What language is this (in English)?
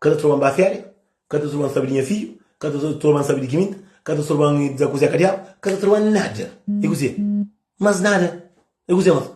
Kabuverdianu